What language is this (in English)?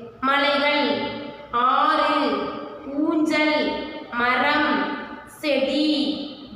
Tamil